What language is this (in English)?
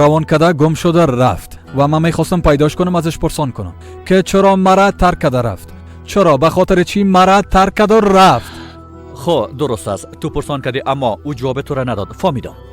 Persian